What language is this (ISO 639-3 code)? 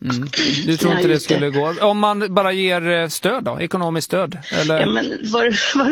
swe